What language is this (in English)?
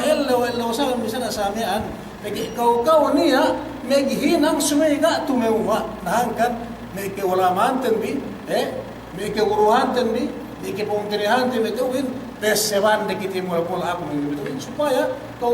Yakan